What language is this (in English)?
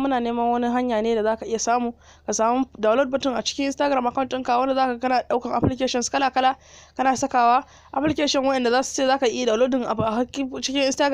Hausa